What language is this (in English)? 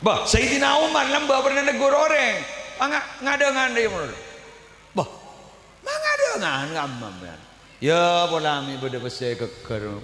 Madurese